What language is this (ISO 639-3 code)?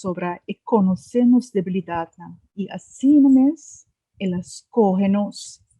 pap